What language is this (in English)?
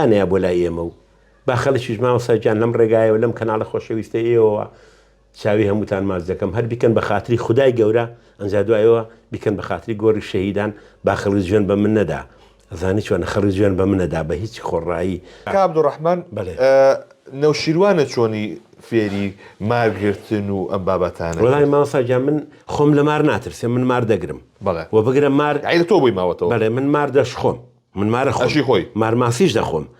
Central Kurdish